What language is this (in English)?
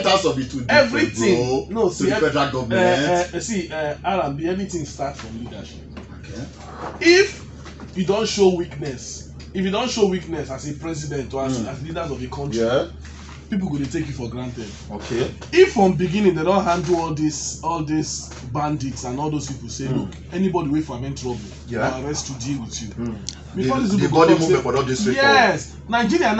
Nigerian Pidgin